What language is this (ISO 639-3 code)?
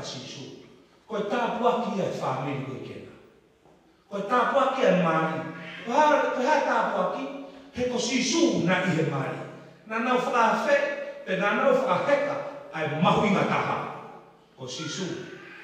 ton